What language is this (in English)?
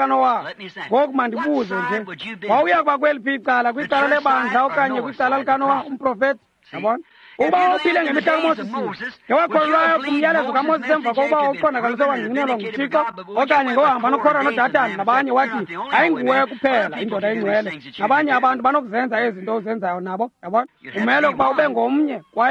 Xhosa